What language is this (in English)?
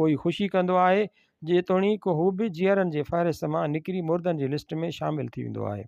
Sindhi